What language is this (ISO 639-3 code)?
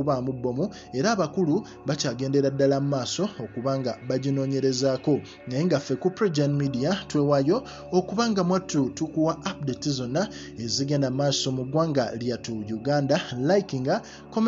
lug